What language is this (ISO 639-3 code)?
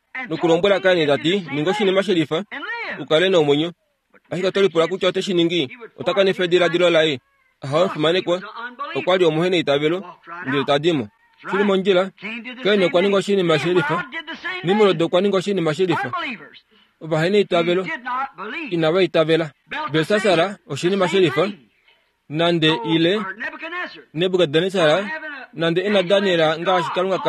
kua